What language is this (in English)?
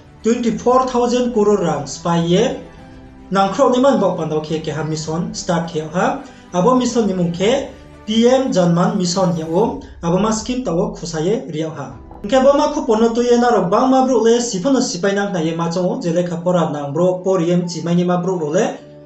Riang (India)